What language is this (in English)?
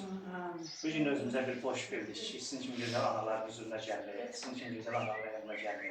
Azerbaijani